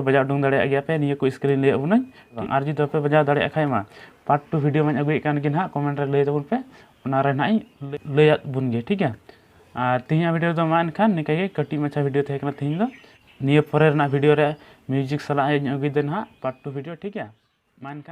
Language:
Santali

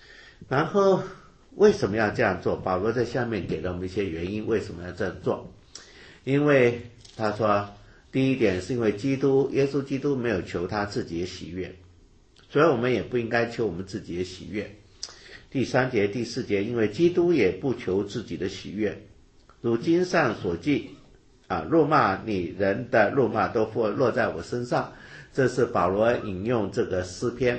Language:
Chinese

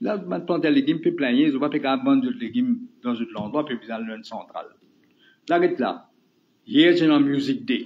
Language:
Morisyen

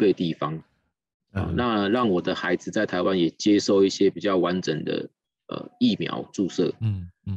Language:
Chinese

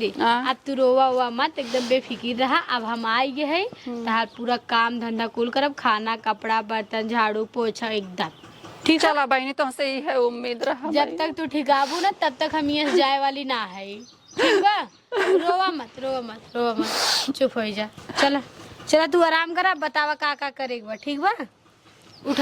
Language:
Awadhi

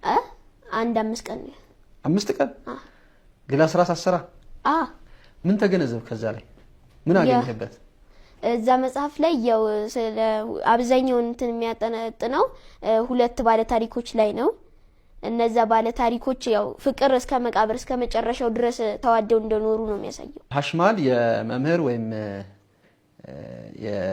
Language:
Amharic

